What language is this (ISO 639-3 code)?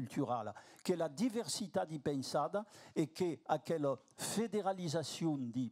oci